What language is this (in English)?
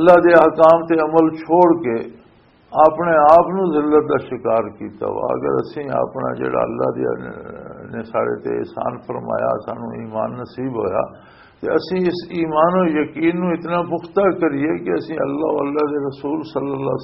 Western Panjabi